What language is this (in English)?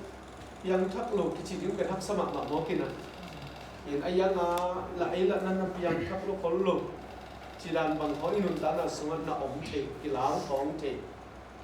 Tedim Chin